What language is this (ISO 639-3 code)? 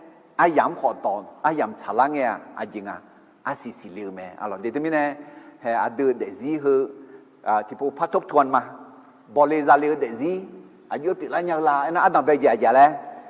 ahk